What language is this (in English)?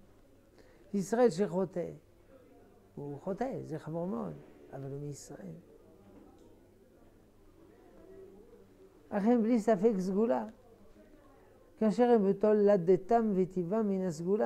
Hebrew